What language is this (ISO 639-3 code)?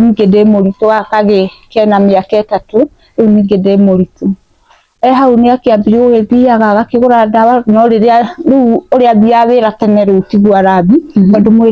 kik